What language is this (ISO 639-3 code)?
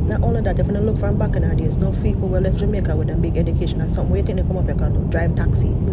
jam